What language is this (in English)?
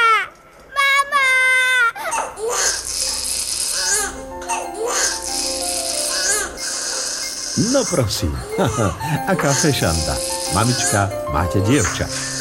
Slovak